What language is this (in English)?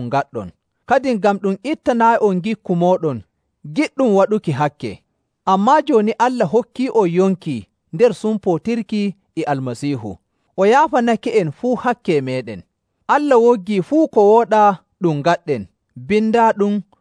Nigerian Fulfulde